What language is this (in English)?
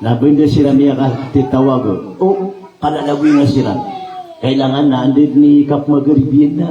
Maranao